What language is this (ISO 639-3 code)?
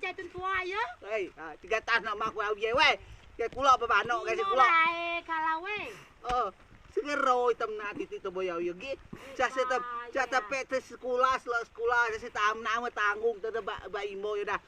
rej